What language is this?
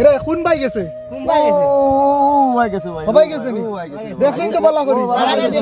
Sylheti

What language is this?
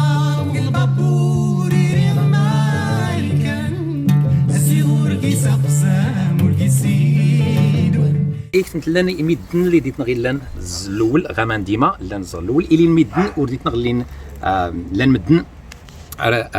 Kabyle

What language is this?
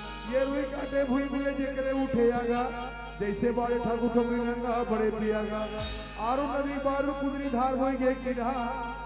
Chhattisgarhi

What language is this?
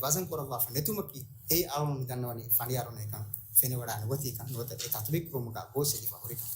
Divehi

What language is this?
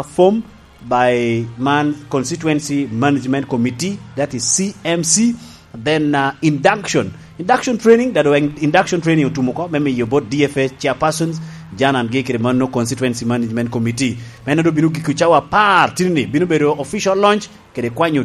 Lango (Uganda)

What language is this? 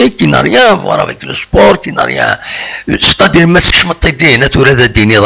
Kabyle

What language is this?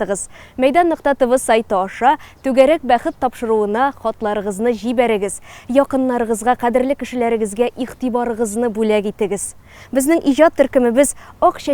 Tatar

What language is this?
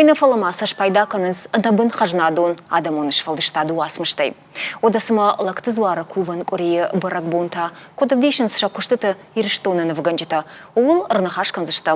Ossetic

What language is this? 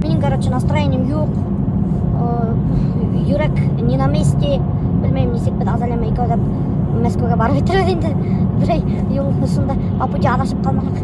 Bashkir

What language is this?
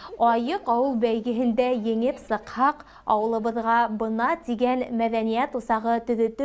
Bashkir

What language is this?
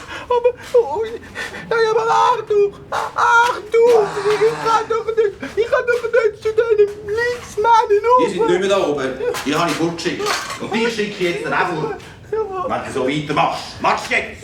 Swiss German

